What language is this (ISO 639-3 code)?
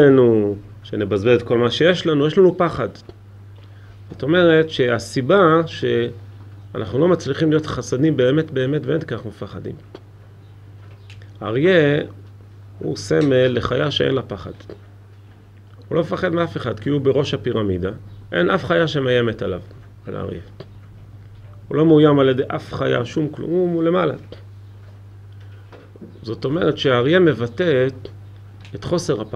heb